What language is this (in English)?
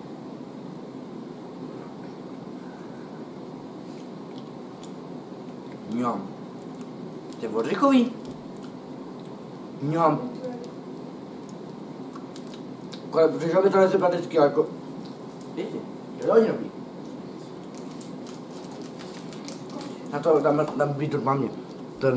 Czech